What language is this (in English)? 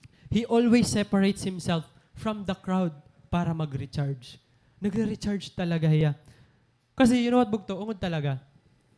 Waray